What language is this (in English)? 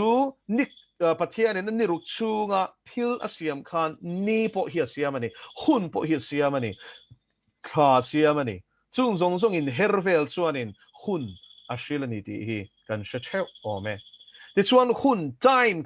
Mizo